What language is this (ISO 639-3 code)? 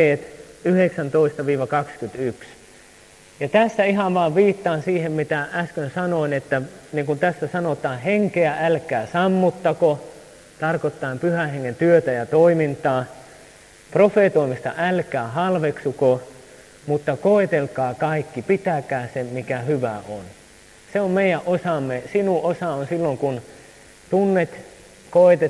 fin